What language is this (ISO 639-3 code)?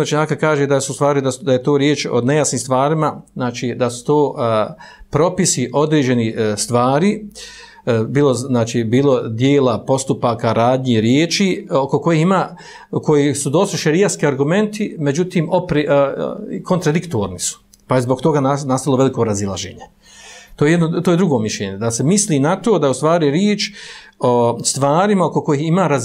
bos